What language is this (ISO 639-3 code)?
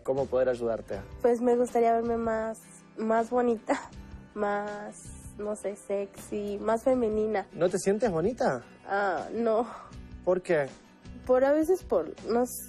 spa